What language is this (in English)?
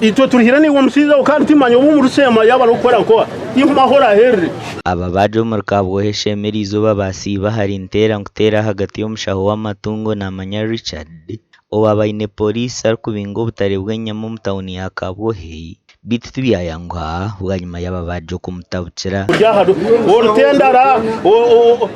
Nyankole